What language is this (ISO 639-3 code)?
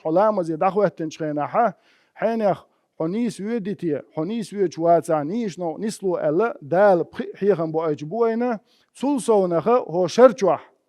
che